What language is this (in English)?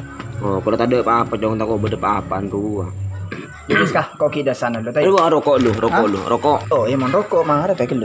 Madurese